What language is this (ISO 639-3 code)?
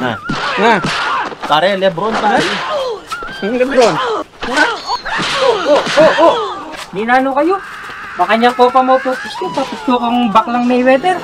pam